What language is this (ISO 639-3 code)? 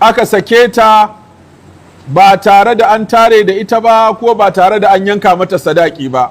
hau